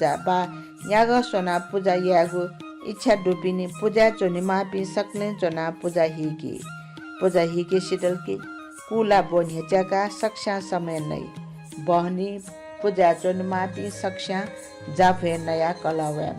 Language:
Newari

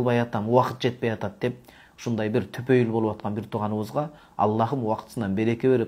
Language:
Kyrgyz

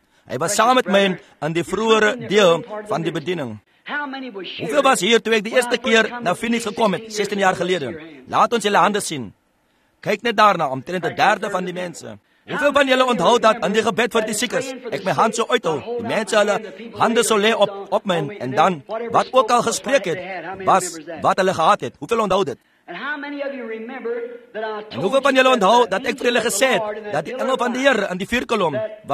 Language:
Afrikaans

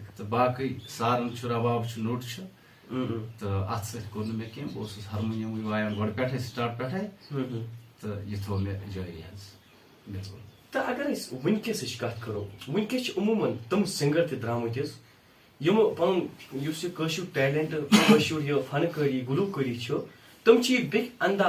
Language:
Kashmiri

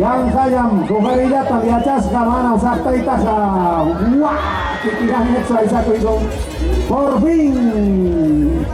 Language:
Ayacucho Quechua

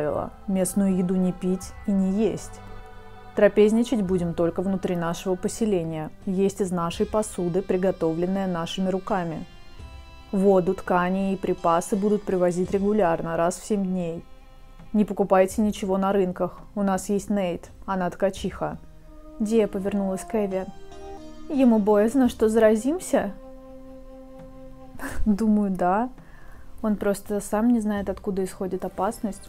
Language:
Russian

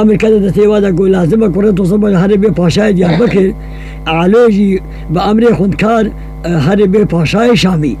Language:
Kurdish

